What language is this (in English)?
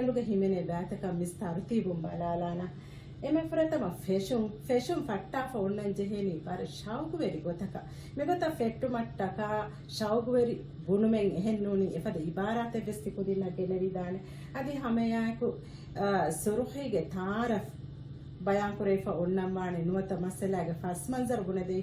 Divehi